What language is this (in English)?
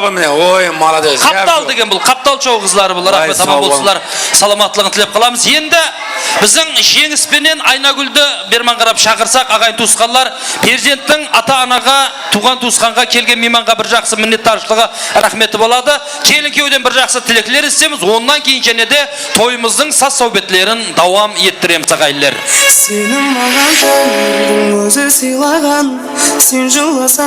Kara-Kalpak